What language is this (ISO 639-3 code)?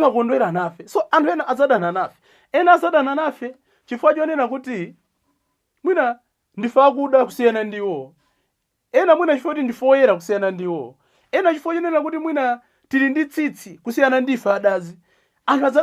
nya